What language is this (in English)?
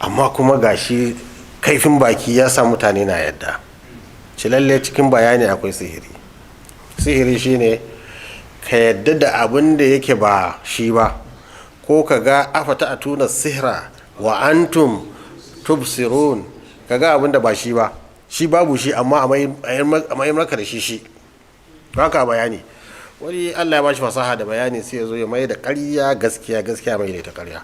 Hausa